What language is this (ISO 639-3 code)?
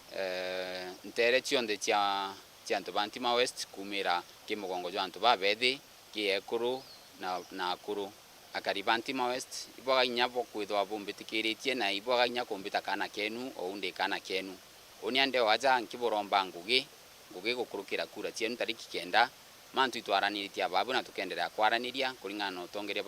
mer